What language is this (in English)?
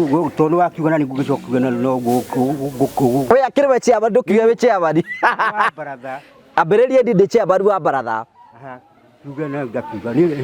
Kikuyu